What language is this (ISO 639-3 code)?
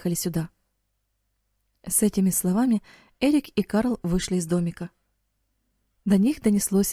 rus